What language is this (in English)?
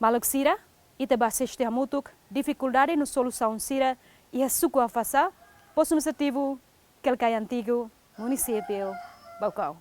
Tetum